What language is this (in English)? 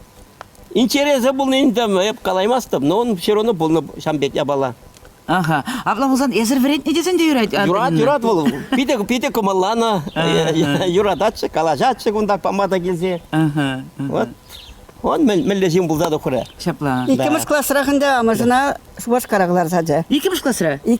Chuvash